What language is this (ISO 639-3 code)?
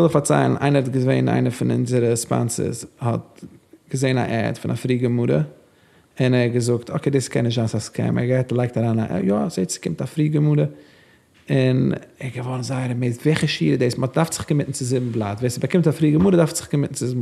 yid